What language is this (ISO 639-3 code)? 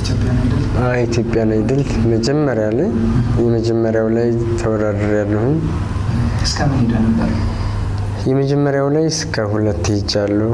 amh